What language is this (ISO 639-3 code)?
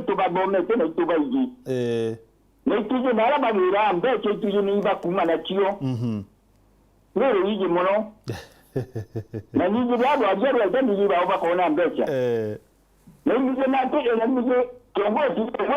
mer